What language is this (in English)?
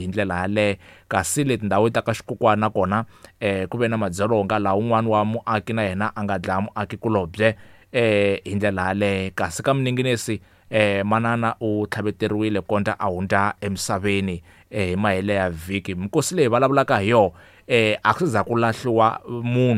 Tsonga